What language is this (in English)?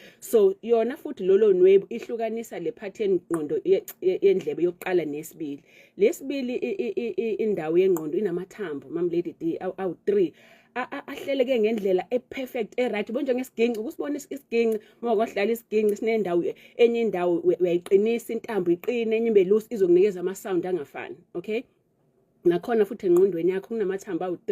Zulu